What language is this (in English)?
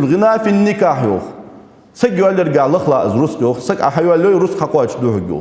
Ingush